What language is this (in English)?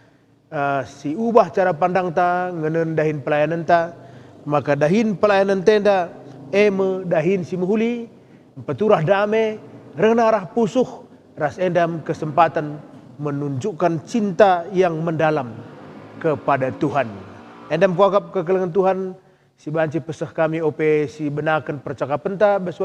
Batak Karo